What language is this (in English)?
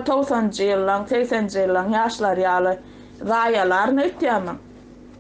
Turkmen